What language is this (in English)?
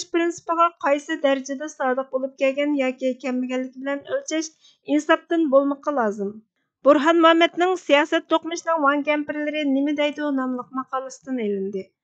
Uyghur